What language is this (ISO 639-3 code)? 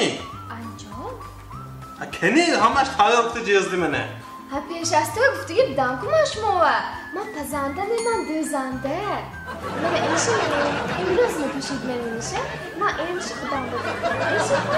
tgk